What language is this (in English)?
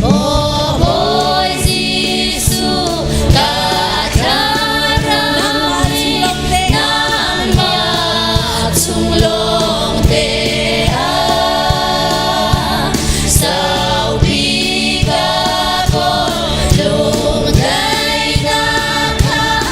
Hakha Chin